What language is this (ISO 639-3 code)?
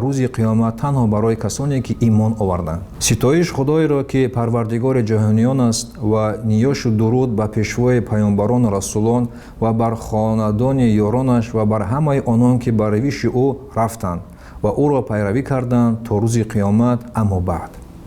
tgk